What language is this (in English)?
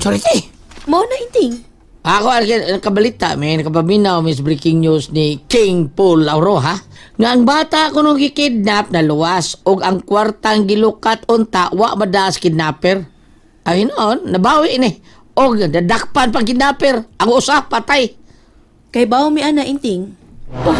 Cebuano